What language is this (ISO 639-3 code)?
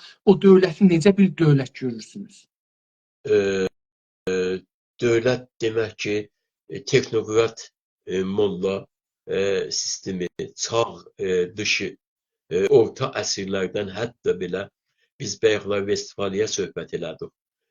azb